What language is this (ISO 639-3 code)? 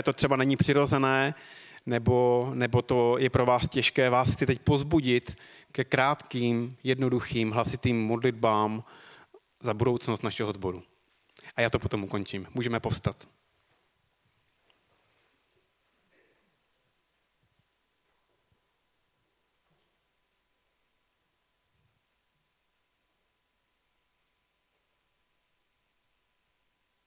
ces